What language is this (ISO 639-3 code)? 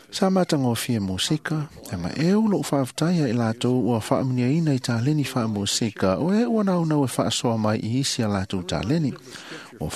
smo